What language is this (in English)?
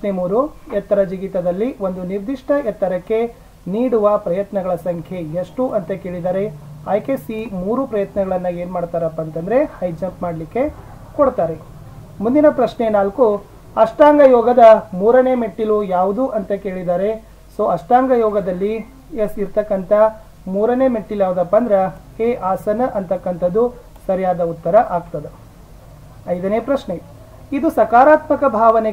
Kannada